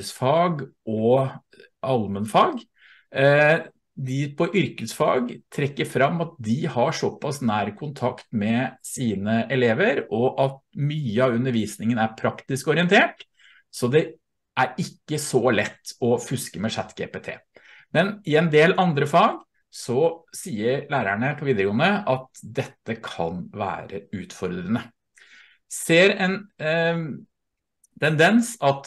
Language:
Norwegian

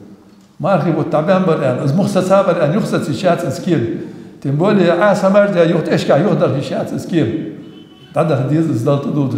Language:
Ingush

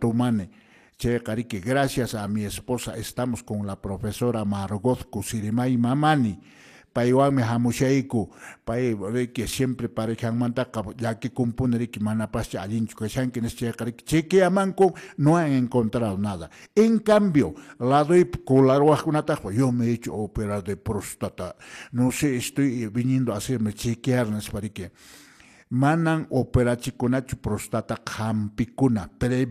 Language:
Quechua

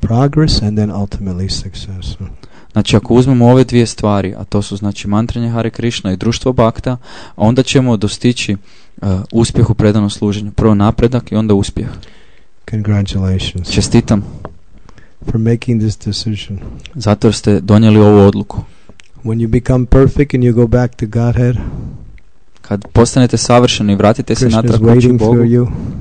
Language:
Croatian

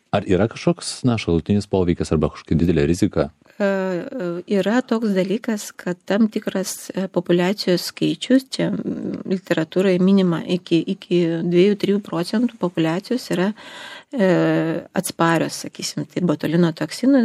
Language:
Lithuanian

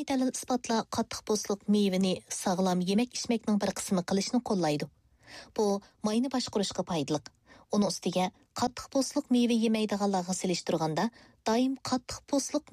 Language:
Uyghur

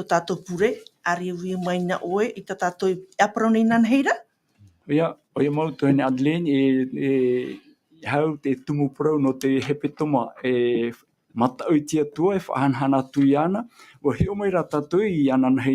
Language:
Tahitian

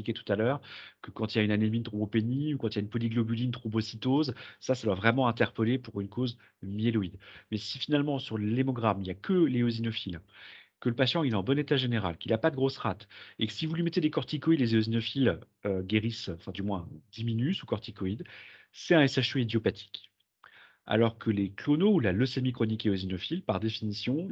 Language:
French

